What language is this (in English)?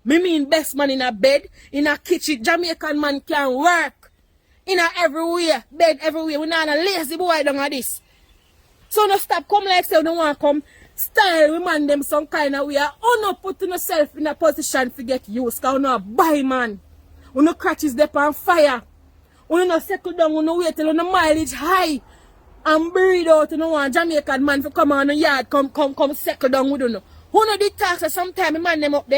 Jamaican Creole English